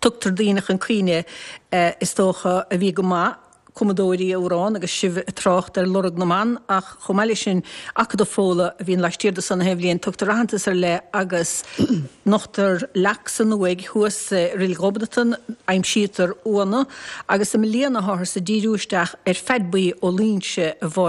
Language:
Irish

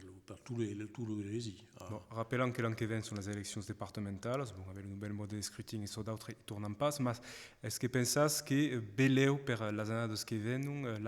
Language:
Occitan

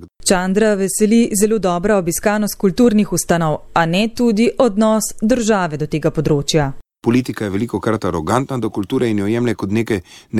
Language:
Slovenian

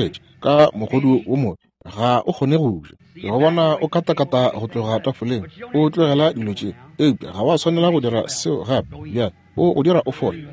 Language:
Northern Sotho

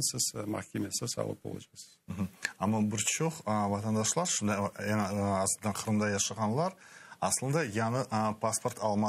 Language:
Crimean Tatar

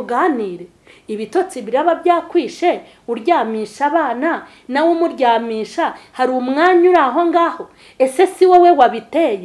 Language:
Kinyarwanda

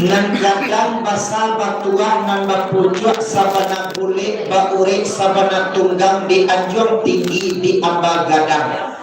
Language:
Minangkabau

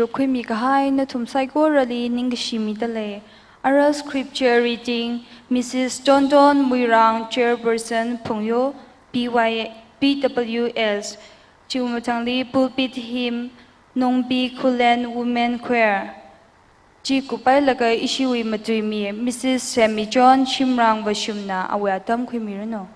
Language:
Tangkhul Naga (India)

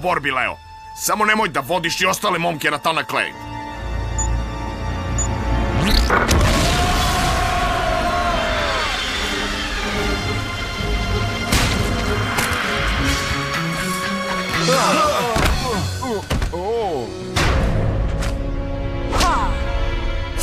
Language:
Serbian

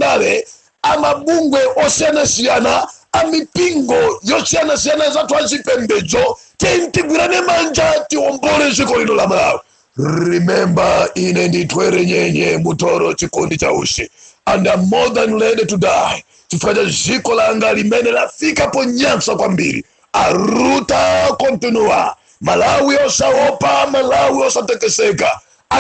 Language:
Nyanja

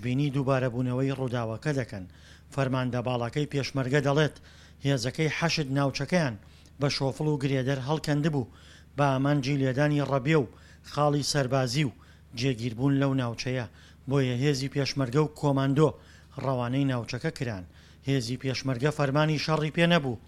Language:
Central Kurdish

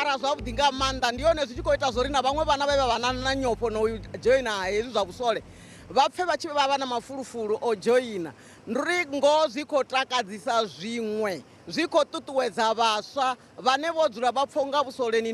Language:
Venda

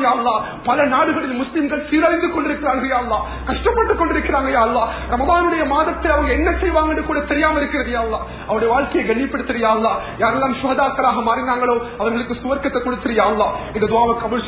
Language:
Tamil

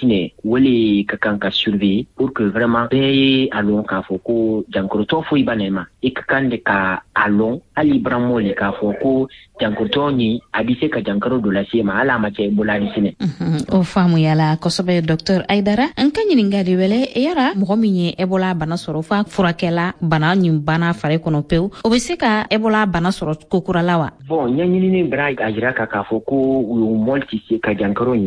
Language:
Bambara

